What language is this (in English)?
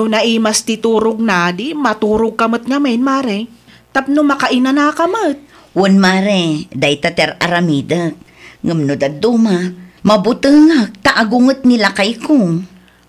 Iloko